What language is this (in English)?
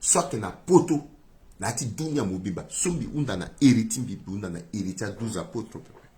Sango